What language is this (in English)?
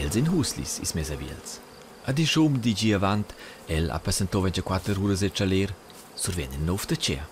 Romansh